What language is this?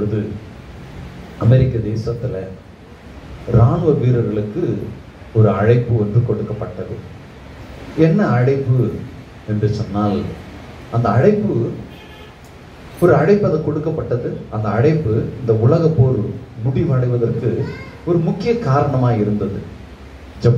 Tamil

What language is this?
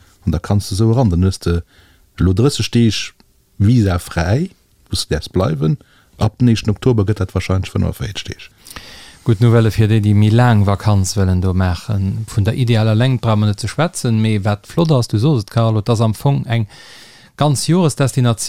Luxembourgish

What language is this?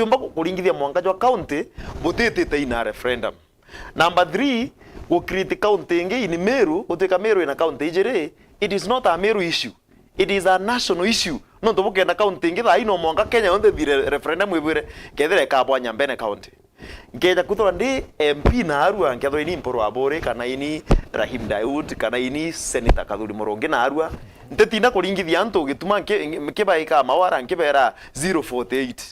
Meru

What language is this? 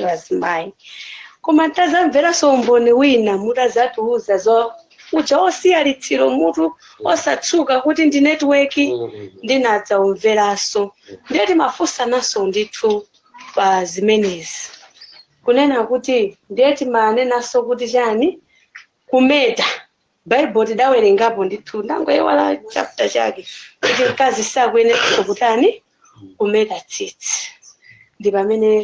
Nyanja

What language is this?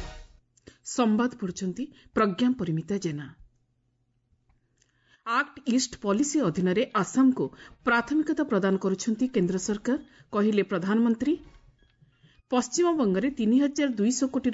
Odia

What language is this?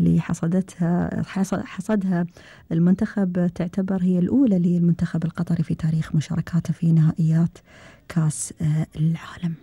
Gulf Arabic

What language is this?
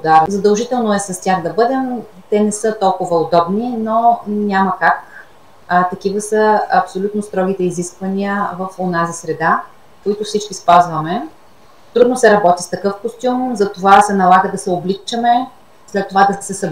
Bulgarian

